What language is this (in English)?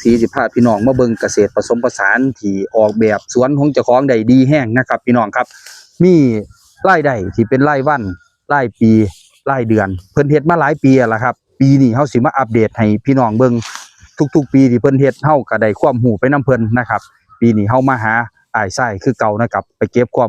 Northeastern Thai